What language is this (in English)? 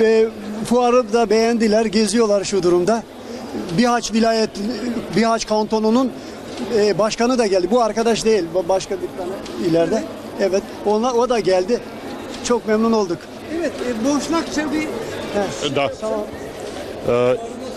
Turkish